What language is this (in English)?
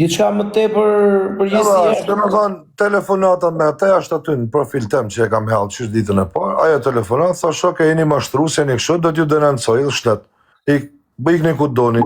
Albanian